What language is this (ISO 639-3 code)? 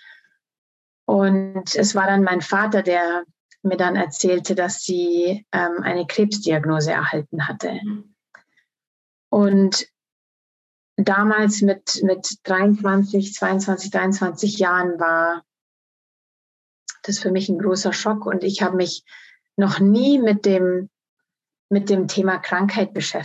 deu